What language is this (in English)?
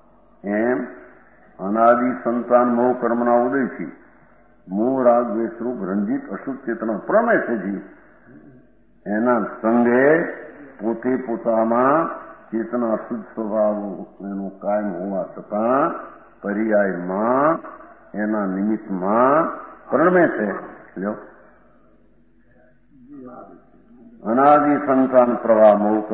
Gujarati